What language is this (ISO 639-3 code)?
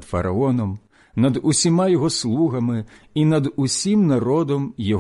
ukr